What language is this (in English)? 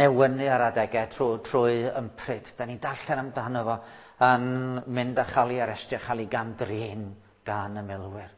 Welsh